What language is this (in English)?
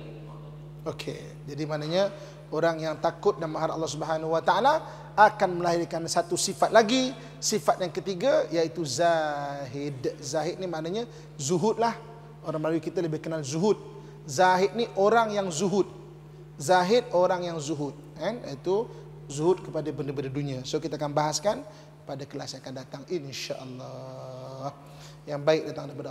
Malay